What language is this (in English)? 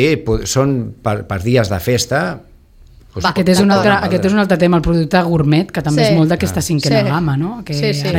Catalan